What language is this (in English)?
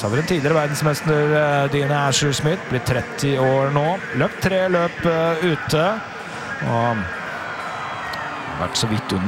Norwegian